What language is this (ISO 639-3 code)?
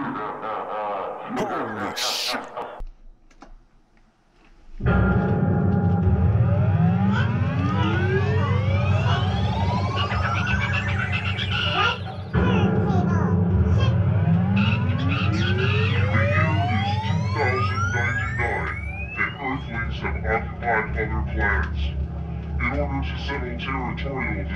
eng